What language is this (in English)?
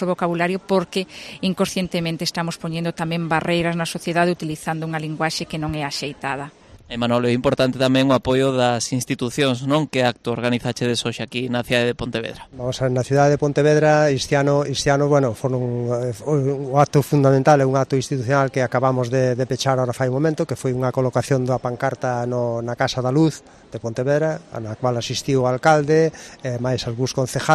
Galician